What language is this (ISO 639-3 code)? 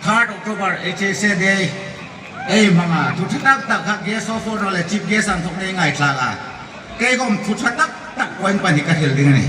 hmr